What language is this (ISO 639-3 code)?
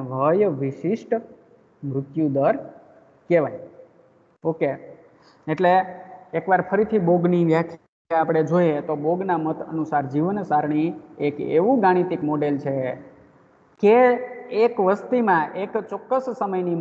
guj